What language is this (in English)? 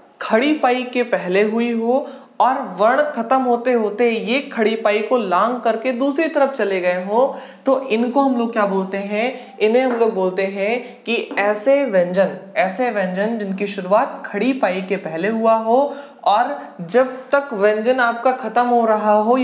Hindi